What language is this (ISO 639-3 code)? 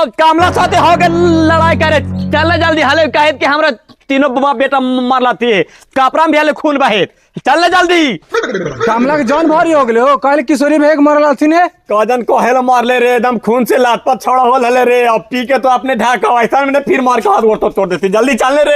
mag